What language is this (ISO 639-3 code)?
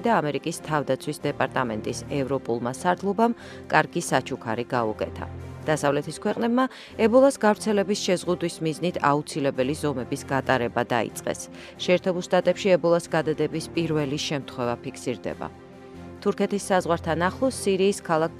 kat